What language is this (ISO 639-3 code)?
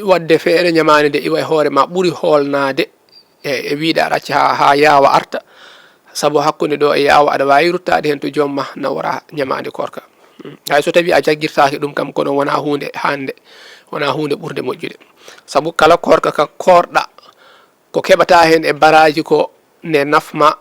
ful